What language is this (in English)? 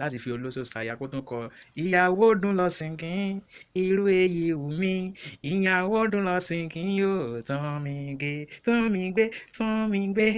Yoruba